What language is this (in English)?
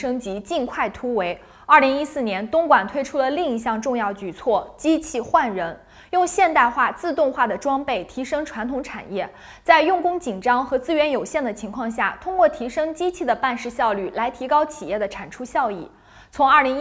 Chinese